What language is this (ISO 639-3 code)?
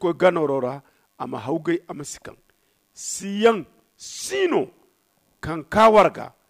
dje